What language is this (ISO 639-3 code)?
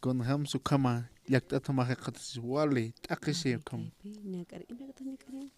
aym